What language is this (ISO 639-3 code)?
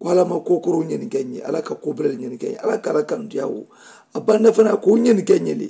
man